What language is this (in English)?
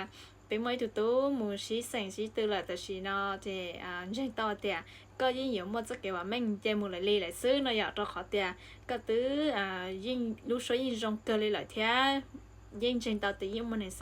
Hmong